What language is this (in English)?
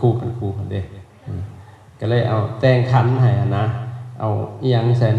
Lao